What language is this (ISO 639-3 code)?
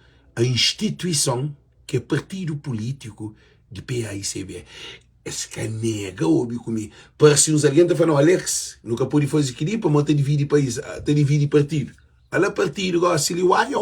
kea